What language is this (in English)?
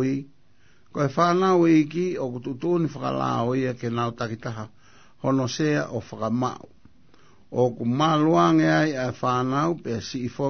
Tongan